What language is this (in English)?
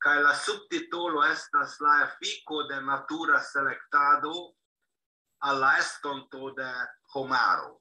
Esperanto